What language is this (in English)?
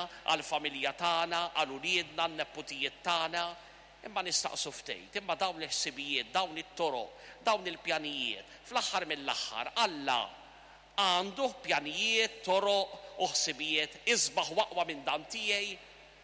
Maltese